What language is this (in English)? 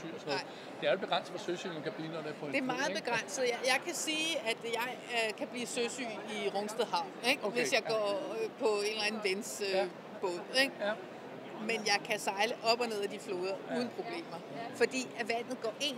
Danish